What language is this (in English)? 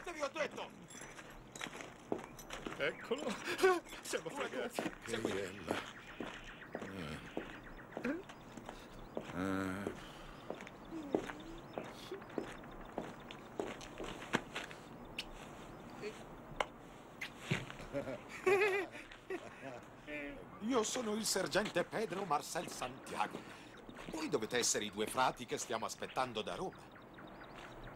Italian